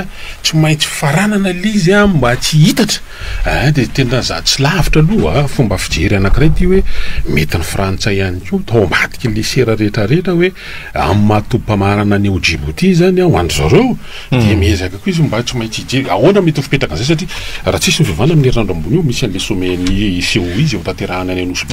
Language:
Malagasy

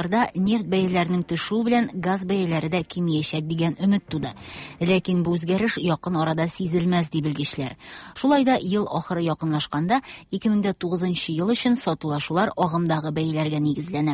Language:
Tatar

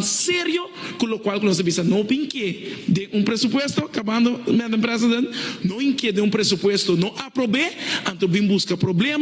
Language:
Papiamento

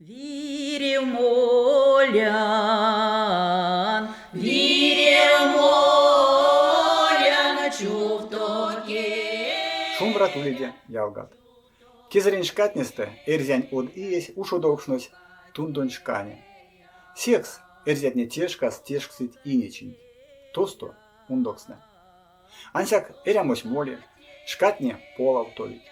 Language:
Erzya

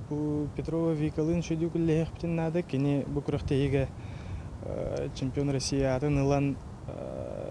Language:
Yakut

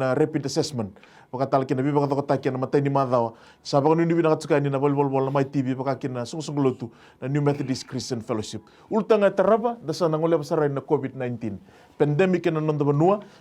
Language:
Fijian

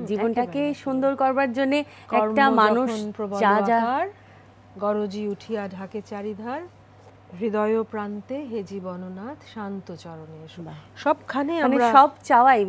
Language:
Bangla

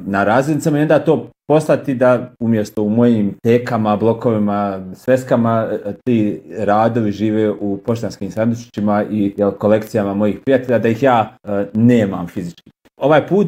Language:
Bosnian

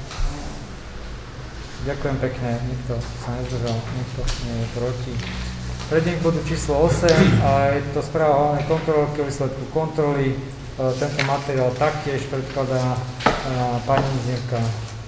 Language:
Slovak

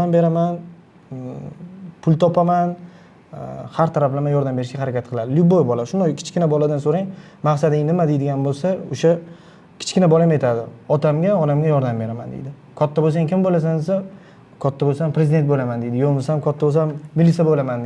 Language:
Uzbek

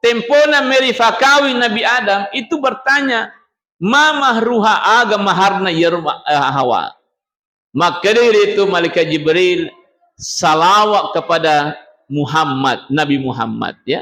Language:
Buginese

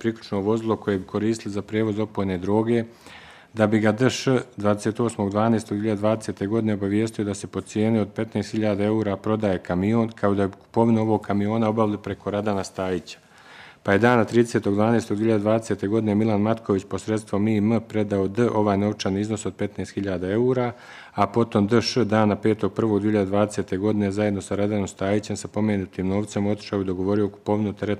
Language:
Bosnian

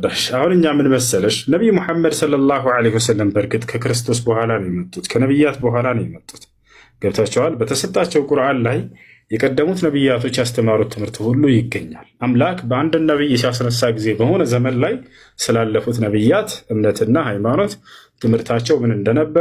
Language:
Amharic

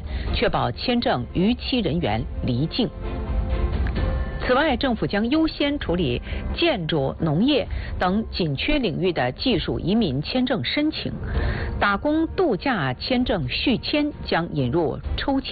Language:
Chinese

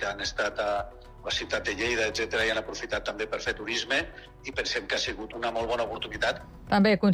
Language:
Catalan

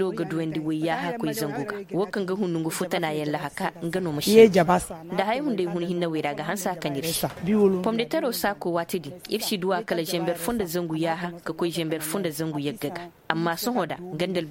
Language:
Koyraboro Senni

